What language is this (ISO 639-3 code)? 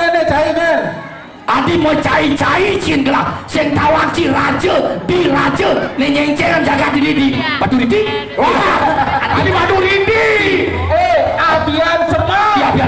ban